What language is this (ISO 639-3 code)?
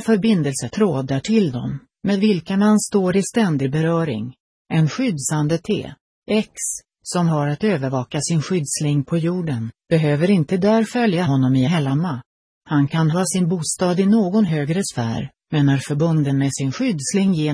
swe